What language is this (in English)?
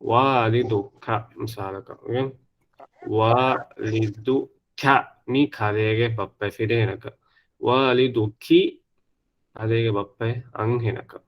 Divehi